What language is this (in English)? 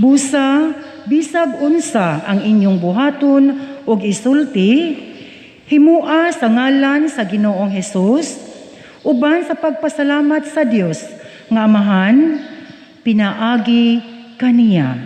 Cebuano